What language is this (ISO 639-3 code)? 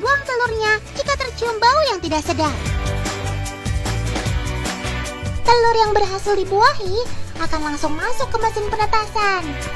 ind